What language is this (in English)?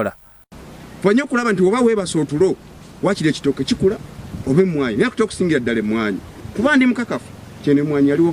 Ganda